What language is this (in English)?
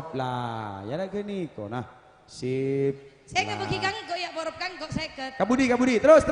Madurese